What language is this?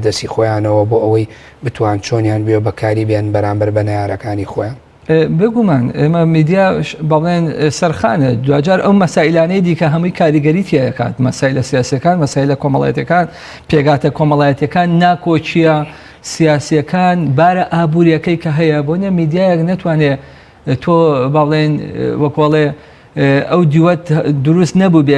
Central Kurdish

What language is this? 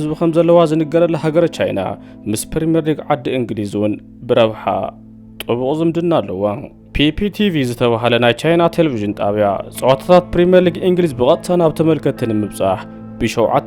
Tigrinya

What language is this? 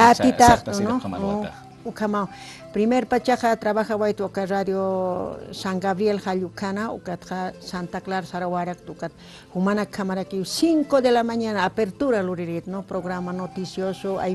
Aymara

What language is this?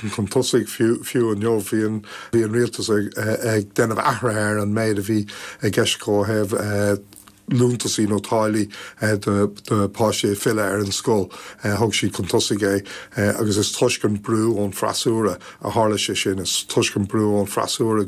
Irish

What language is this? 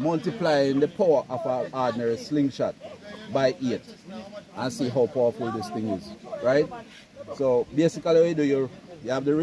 Jamaican Creole English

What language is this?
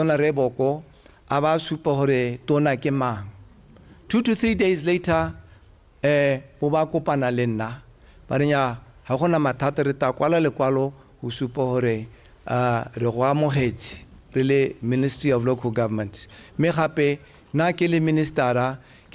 Tswana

